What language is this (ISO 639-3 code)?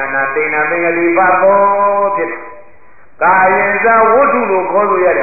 mya